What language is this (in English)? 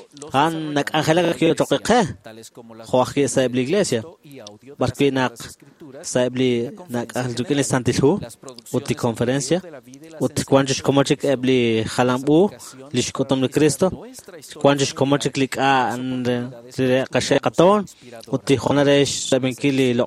Kekchí